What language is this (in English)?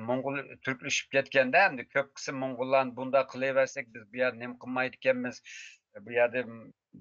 Uyghur